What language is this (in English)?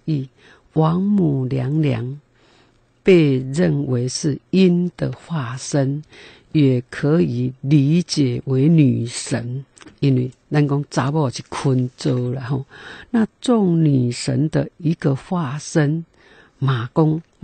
Min Nan Chinese